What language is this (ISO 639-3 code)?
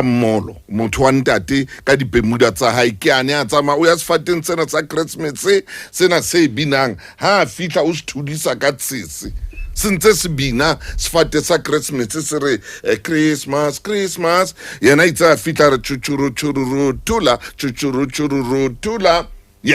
sot